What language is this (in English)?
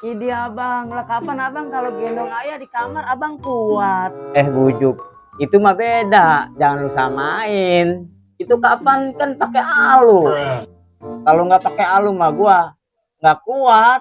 Betawi